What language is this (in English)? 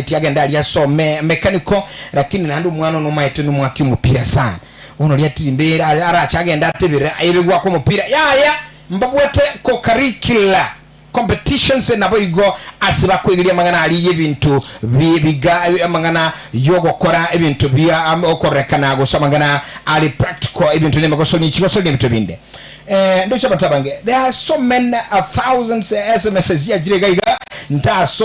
Gusii